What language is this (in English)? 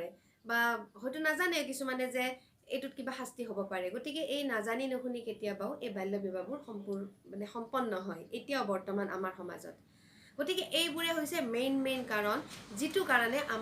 Assamese